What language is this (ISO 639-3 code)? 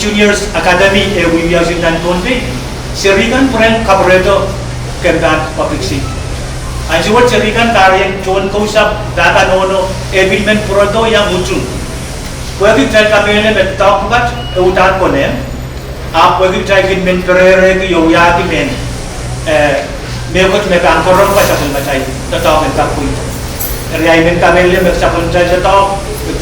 pon